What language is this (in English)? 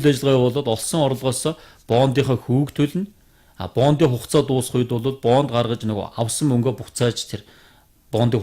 Mongolian